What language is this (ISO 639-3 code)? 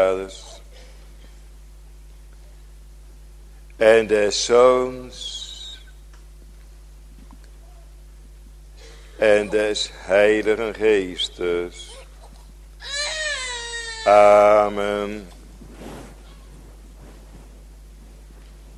nld